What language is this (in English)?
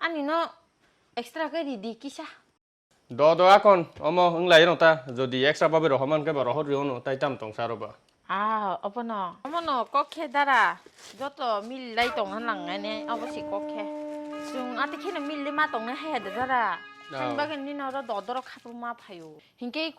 Kok Borok